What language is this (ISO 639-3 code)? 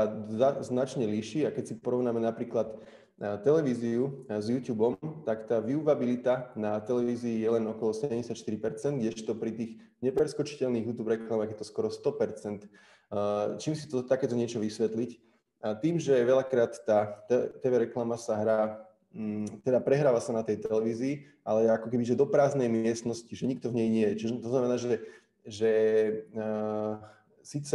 slk